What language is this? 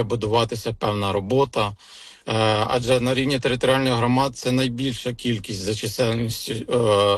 Ukrainian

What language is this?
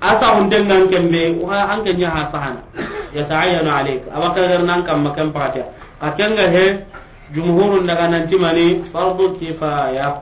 Soninke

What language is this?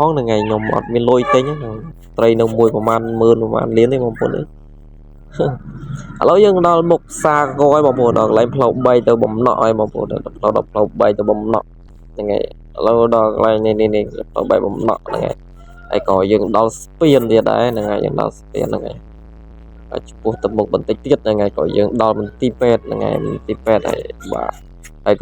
Khmer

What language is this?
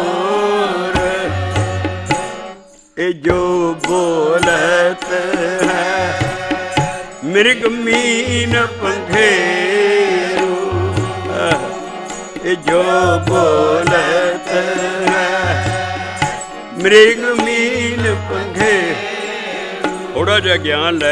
Punjabi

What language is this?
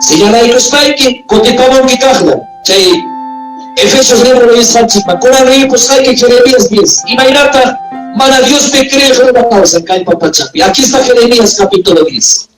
Ayacucho Quechua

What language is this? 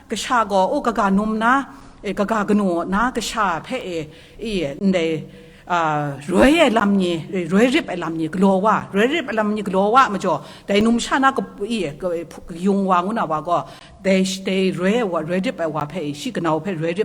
Kachin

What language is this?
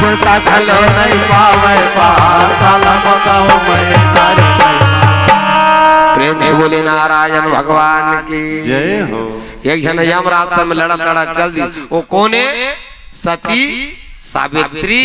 Chhattisgarhi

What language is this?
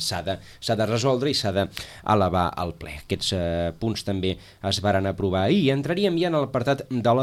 Catalan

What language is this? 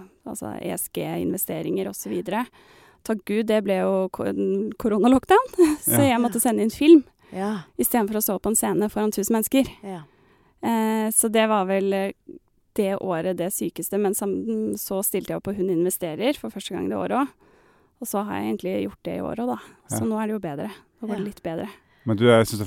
Norwegian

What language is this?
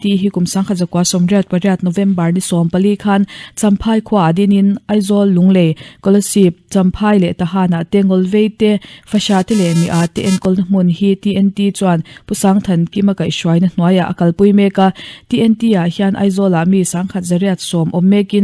Mizo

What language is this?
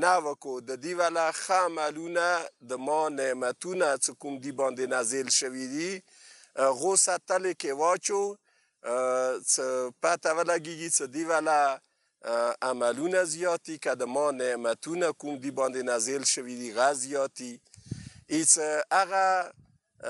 Pashto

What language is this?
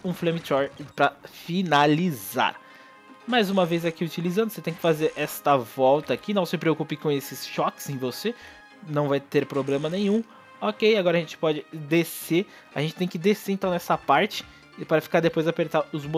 Portuguese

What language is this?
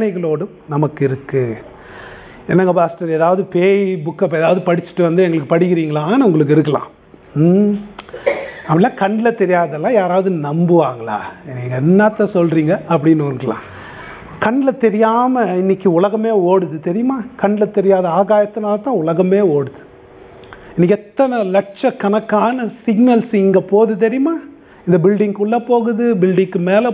Tamil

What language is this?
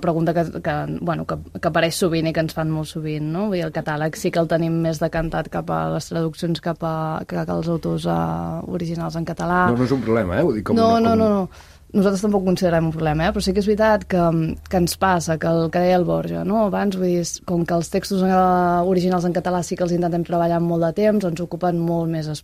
Catalan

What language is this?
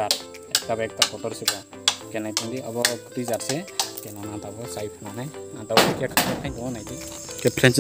Kok Borok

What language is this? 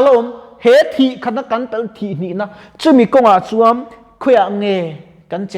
Mizo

